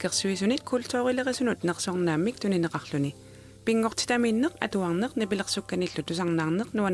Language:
Kalaallisut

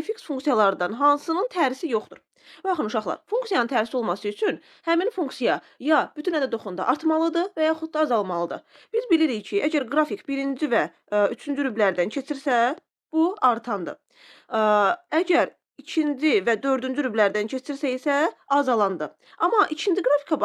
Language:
Azerbaijani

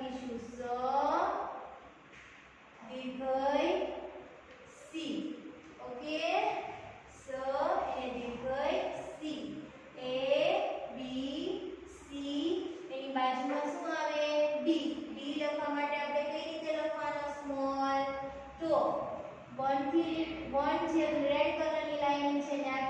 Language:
Gujarati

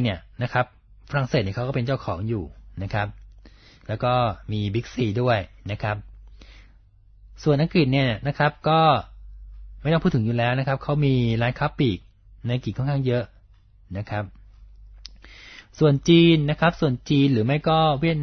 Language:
Thai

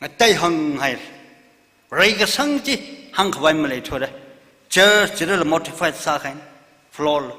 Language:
Tangkhul Naga (India)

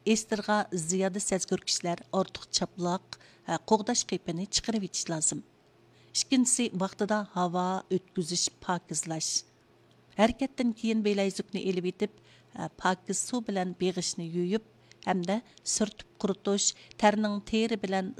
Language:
Uyghur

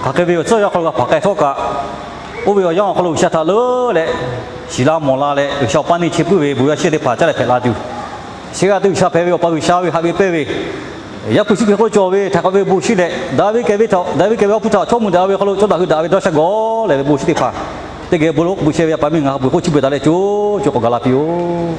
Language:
Lahu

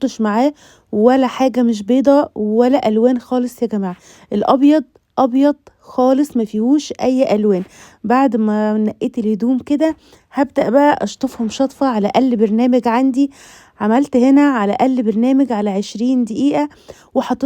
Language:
Egyptian Arabic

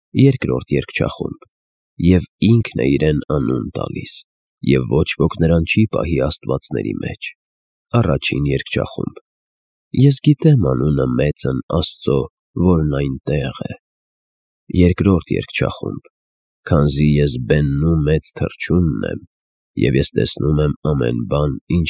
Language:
Armenian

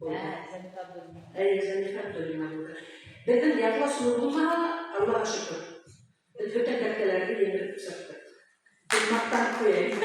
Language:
Bashkir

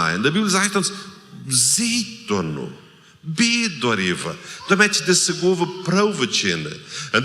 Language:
Plautdietsch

